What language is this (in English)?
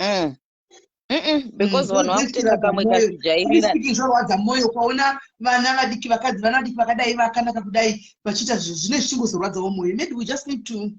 Shona